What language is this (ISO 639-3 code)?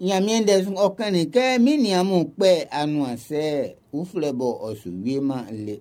bci